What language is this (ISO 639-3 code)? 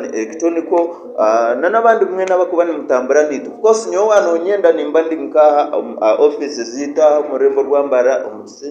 nyn